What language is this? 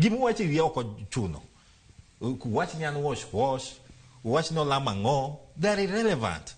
Luo (Kenya and Tanzania)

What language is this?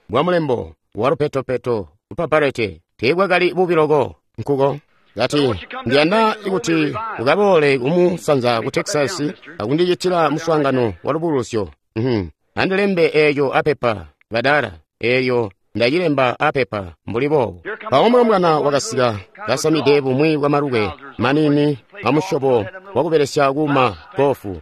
Tonga (Zambia)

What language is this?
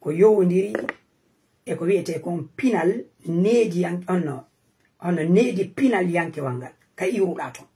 Fula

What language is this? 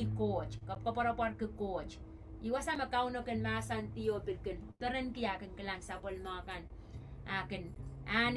Pohnpeian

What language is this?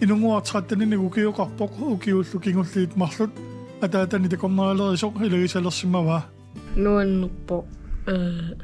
Kalaallisut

